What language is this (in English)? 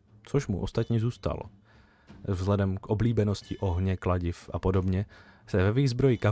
Czech